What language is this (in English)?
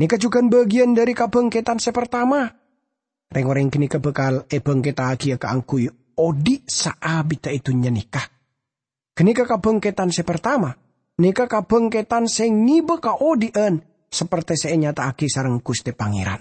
Madurese